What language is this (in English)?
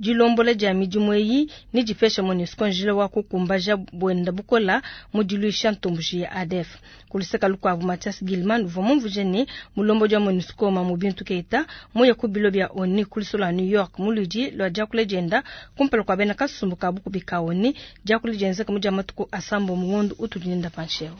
Luba-Lulua